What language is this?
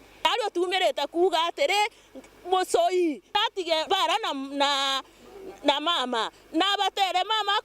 Meru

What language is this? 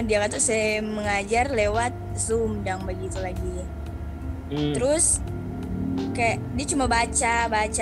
Manado Malay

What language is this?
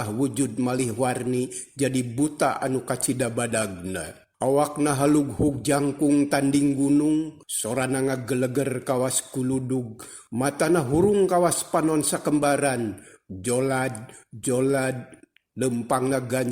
Sundanese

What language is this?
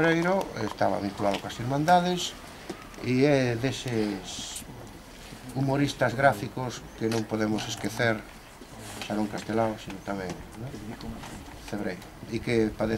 Galician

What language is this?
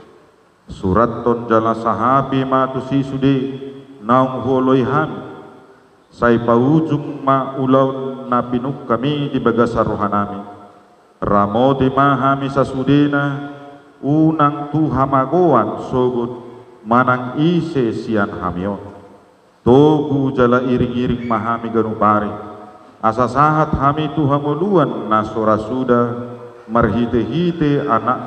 Batak Toba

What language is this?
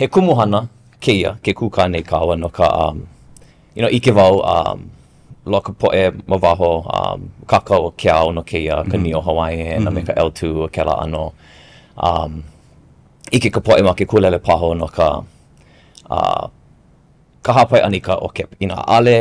Hawaiian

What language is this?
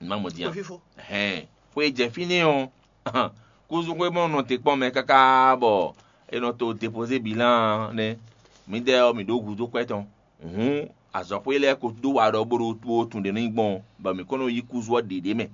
Fon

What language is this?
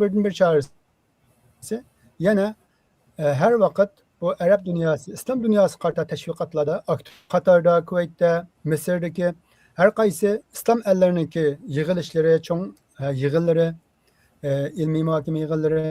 Uyghur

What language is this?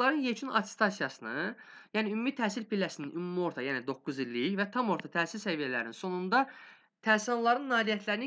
Azerbaijani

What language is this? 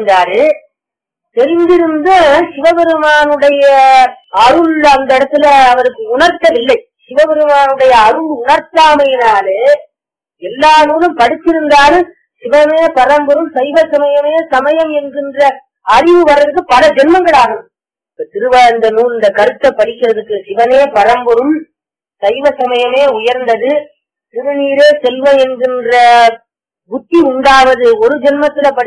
Tamil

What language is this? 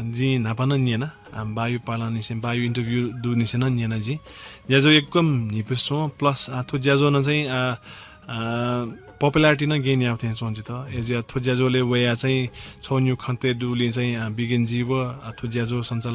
Newari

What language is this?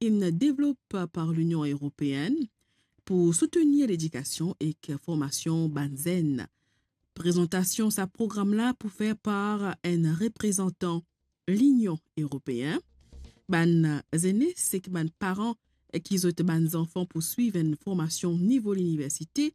Morisyen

